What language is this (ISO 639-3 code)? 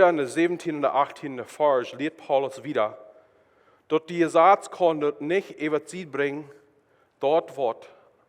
pdt